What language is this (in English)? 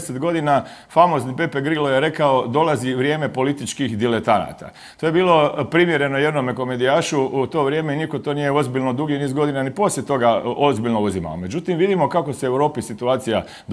Croatian